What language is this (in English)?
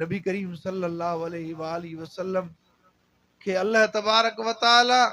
Sindhi